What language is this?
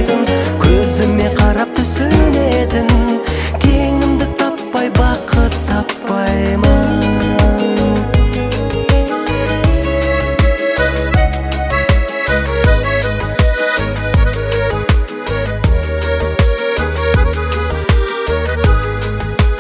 Kazakh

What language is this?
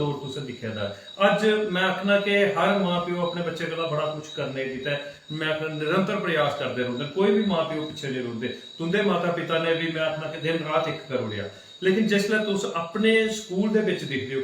Dogri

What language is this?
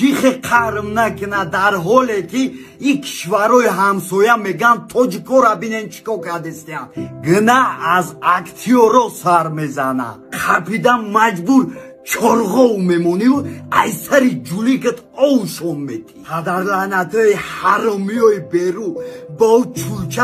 Tajik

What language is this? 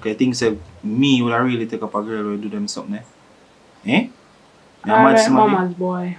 Jamaican Creole English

